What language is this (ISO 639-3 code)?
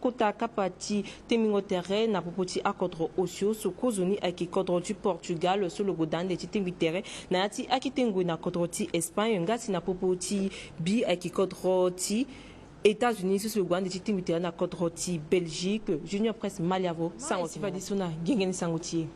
sag